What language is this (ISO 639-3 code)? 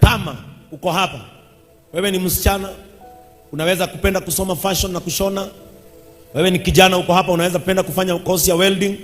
swa